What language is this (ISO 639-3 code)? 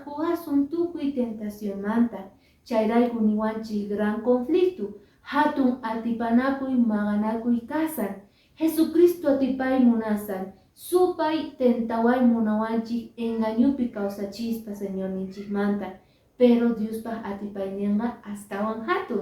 que